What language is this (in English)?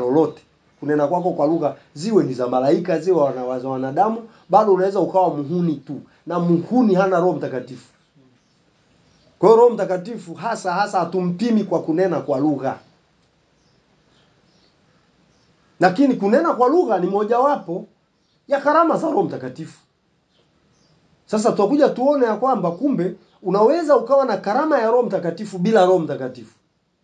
Swahili